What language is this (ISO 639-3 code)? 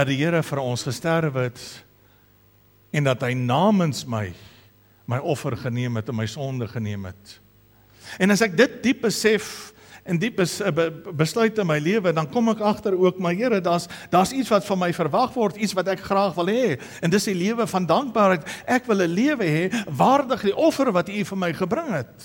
afr